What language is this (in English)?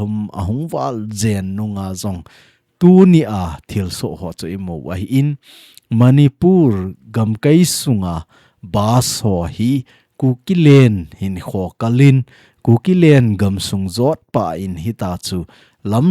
Thado Chin